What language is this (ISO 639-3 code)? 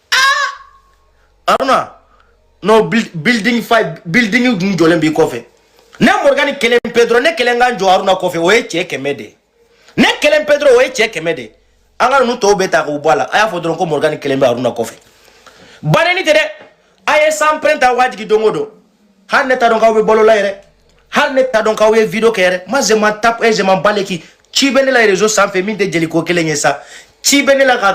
bam